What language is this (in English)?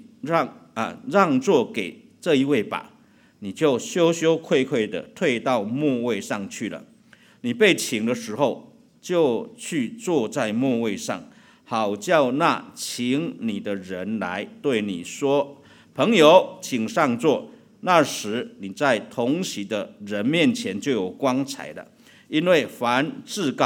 Chinese